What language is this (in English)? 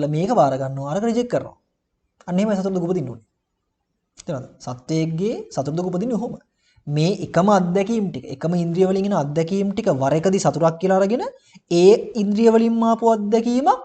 Sinhala